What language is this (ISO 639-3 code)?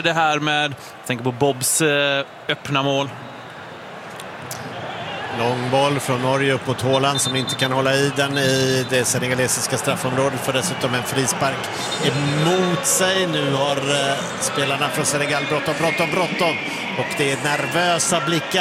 swe